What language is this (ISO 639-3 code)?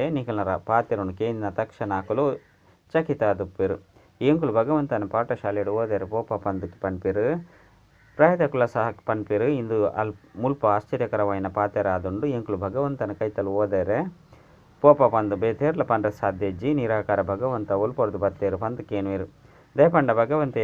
tcy